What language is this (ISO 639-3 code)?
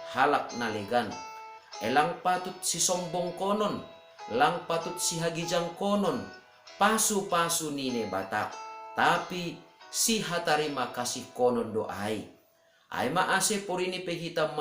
bts